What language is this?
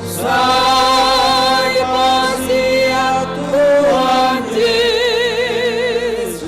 Batak Simalungun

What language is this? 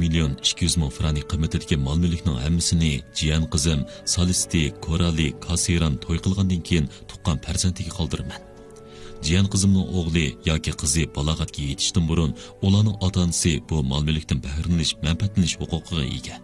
Uyghur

